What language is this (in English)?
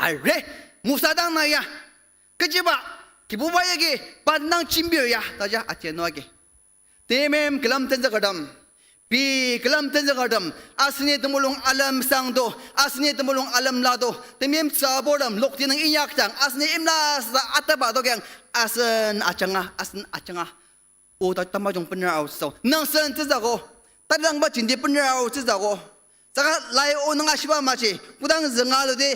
Ao Naga